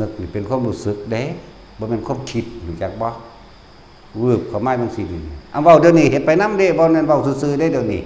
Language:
Northeastern Thai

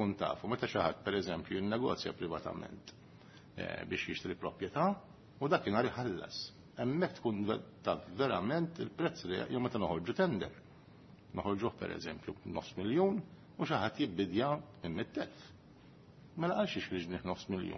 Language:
Maltese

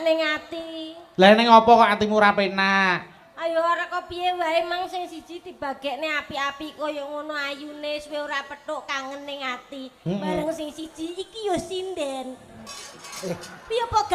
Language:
Javanese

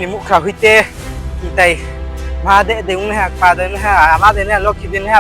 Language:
Riang (India)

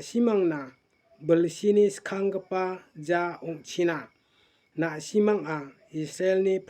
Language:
Garo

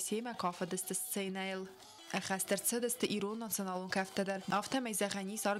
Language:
Ossetic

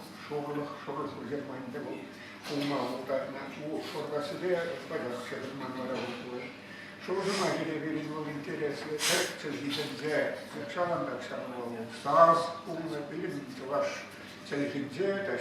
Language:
Chuvash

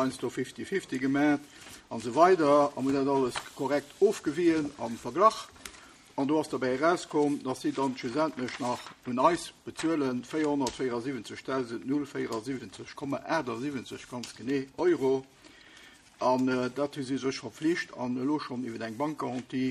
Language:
Luxembourgish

